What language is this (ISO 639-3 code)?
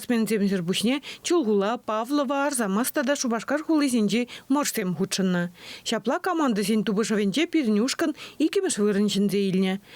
chv